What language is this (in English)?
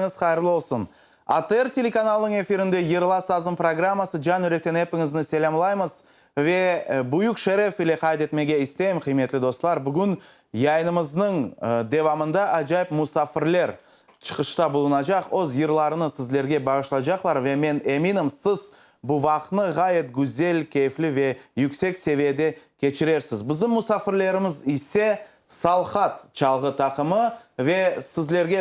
Crimean Tatar